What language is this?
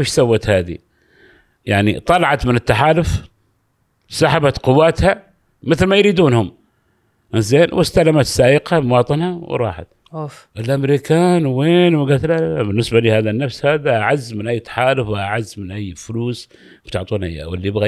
Gulf Arabic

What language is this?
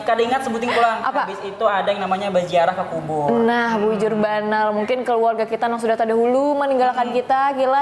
Banjar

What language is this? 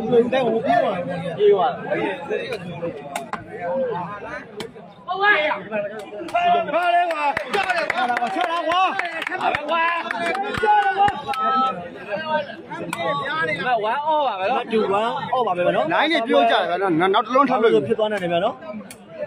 Burmese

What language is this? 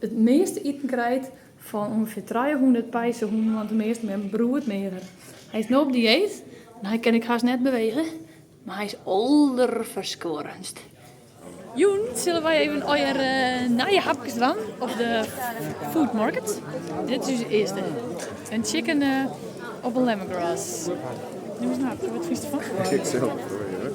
Western Frisian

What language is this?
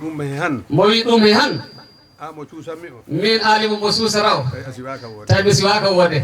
Fula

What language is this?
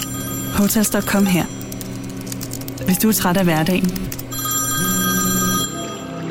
Danish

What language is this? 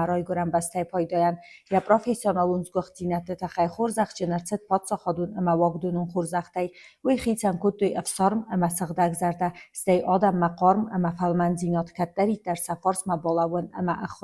Ossetic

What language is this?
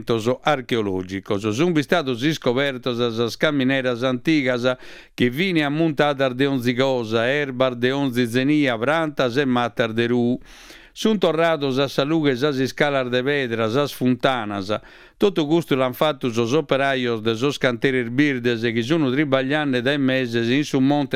Sardinian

